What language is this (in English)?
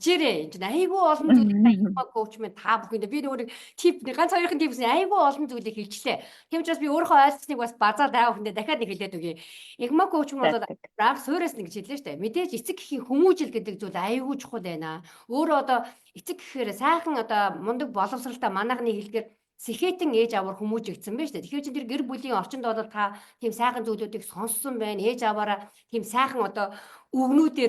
Mongolian